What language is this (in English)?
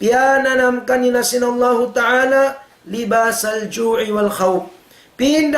Tausug